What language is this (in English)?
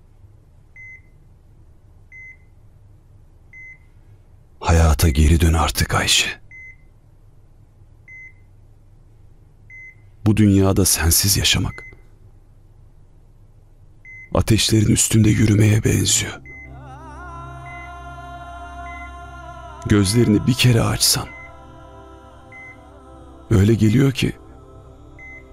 Turkish